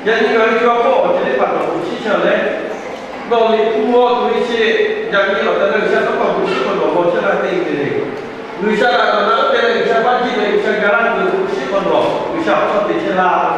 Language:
Lahu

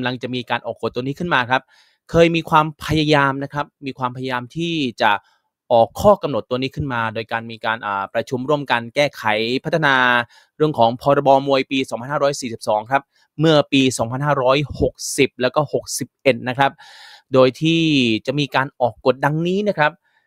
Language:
Thai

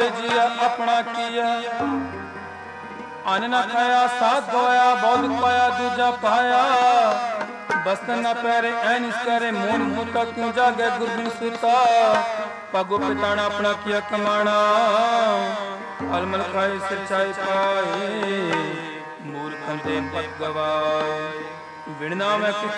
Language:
Punjabi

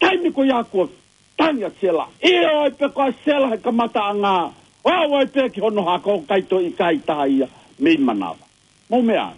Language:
Tongan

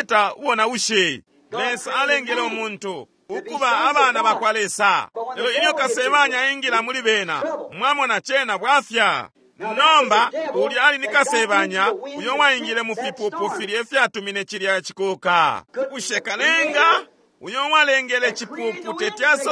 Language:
Bemba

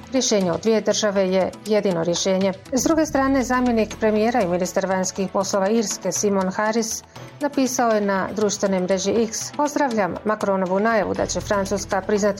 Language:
Bosnian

